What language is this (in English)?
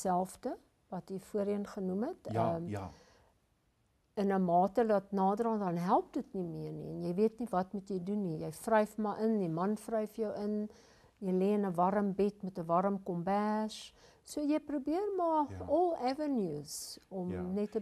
Afrikaans